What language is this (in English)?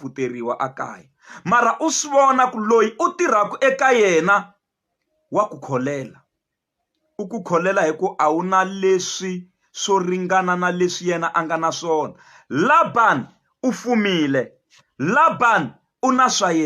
Tsonga